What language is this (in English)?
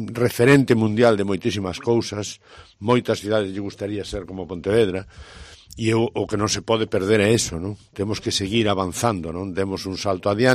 Galician